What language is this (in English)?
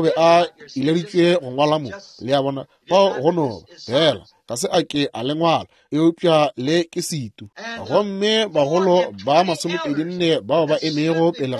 Northern Sotho